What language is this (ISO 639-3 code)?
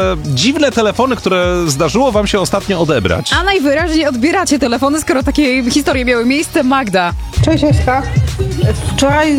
pol